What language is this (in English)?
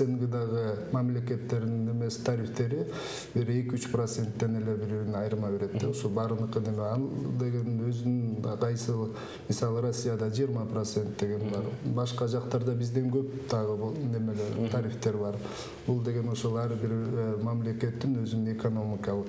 Kyrgyz